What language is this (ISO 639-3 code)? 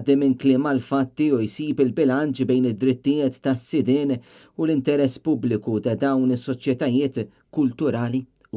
mlt